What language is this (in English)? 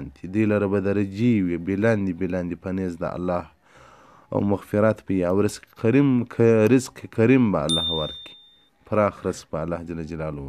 Pashto